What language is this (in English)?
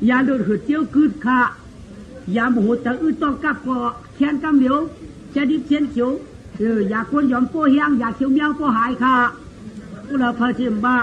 Shan